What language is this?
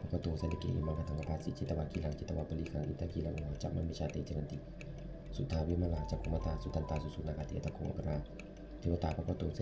Pali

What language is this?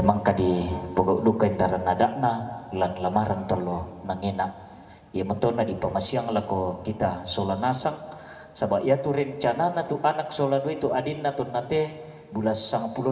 Toraja-Sa'dan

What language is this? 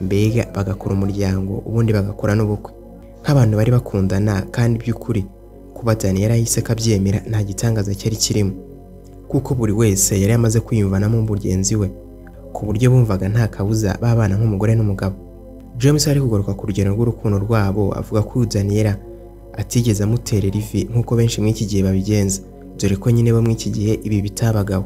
Kinyarwanda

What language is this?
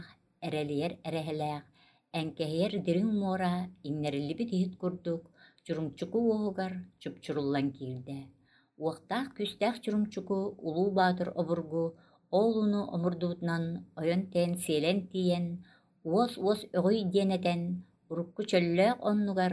Yakut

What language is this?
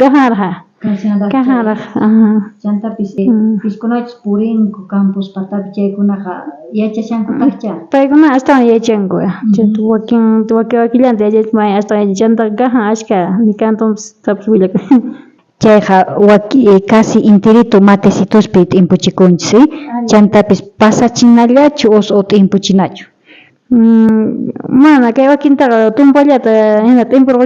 South Bolivian Quechua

